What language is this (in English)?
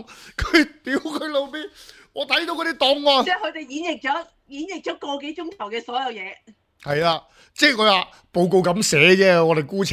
Cantonese